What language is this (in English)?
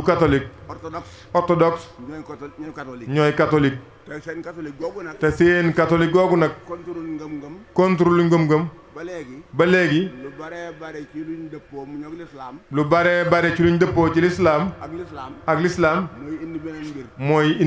Wolof